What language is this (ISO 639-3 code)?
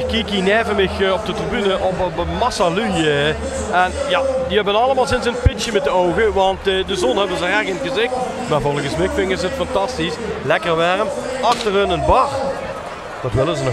lim